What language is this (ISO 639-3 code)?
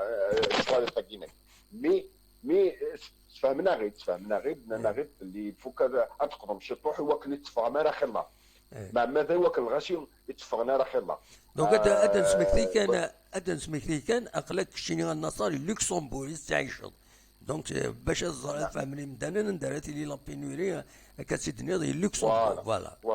kab